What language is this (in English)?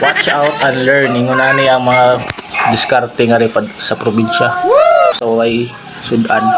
Cebuano